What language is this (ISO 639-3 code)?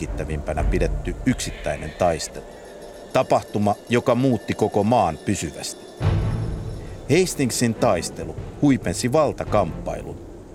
fin